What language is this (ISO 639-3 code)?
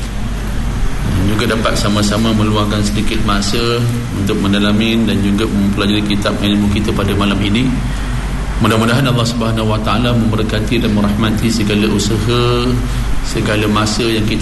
msa